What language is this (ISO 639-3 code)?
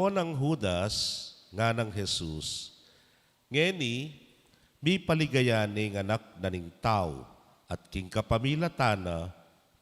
pam